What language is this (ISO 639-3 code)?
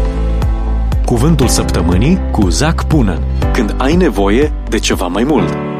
ron